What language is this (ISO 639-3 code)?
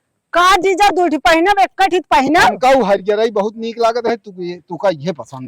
awa